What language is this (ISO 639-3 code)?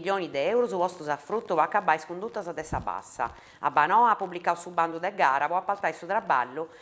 srd